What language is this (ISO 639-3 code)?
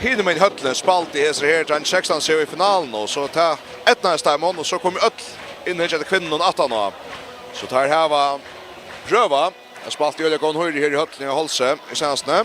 fao